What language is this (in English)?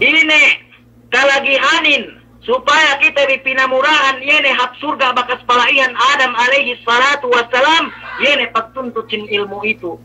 Yakan